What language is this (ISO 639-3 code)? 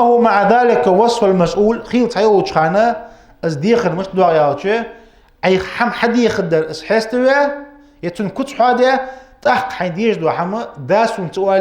inh